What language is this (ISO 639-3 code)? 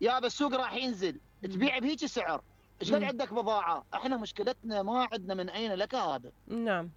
acm